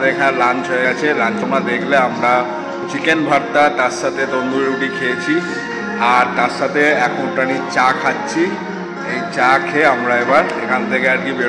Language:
Bangla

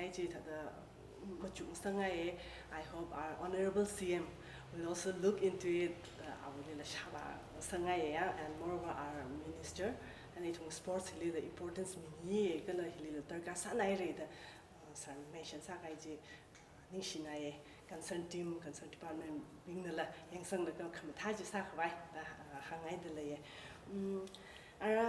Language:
Tangkhul Naga (India)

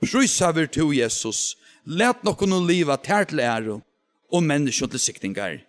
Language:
Faroese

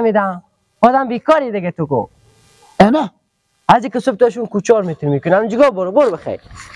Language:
Persian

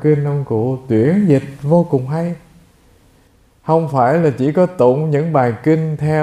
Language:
Vietnamese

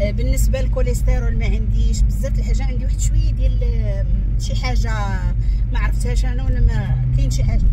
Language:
Moroccan Arabic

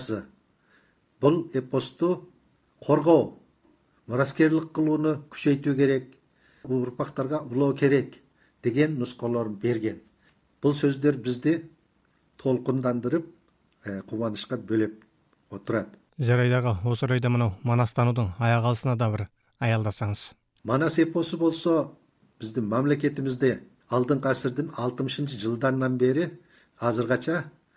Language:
Kazakh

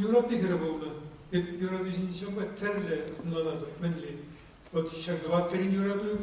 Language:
Chuvash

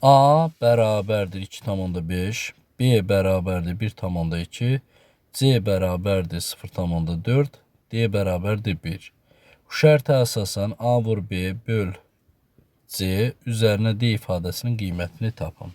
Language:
Azerbaijani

